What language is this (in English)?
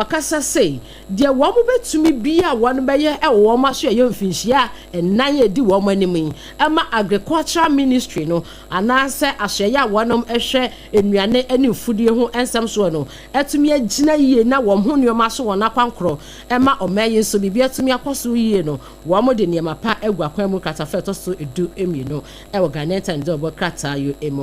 Akan